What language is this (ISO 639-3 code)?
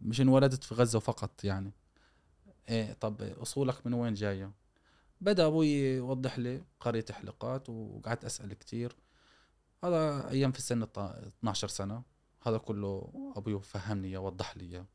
afb